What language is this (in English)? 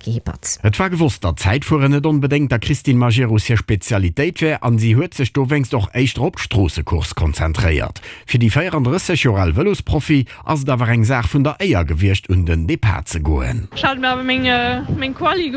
Luxembourgish